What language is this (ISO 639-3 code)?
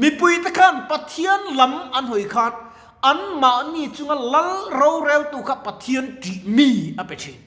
lus